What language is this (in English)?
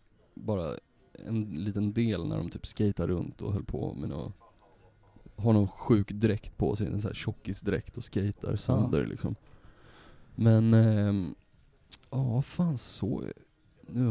Swedish